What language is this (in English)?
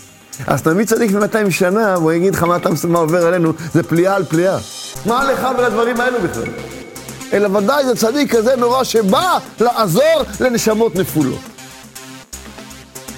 Hebrew